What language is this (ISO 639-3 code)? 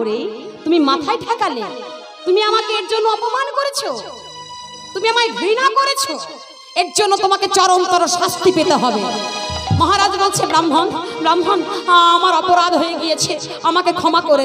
ben